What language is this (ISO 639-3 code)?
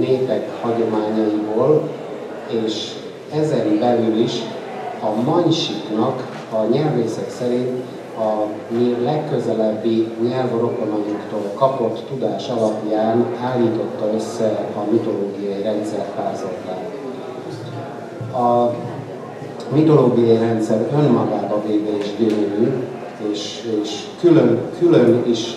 hun